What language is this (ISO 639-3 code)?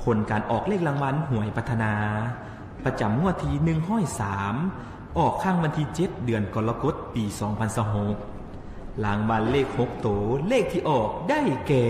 lao